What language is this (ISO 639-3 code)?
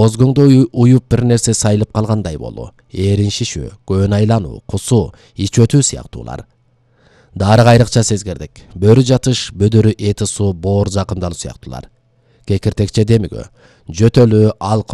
kir